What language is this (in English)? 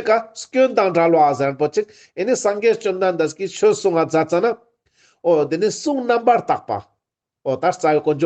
Ladakhi